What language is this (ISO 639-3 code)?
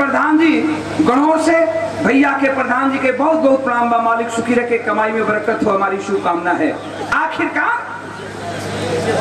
bho